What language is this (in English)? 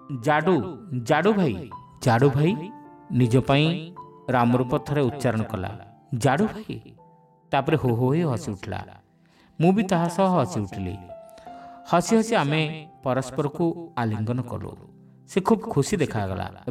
Odia